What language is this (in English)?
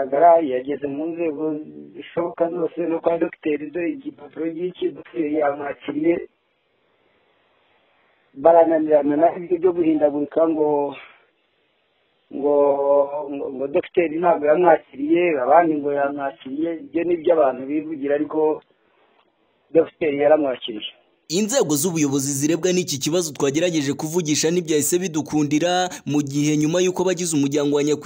Kinyarwanda